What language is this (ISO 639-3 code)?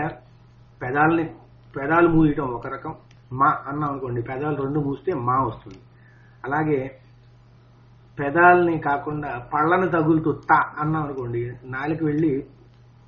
tel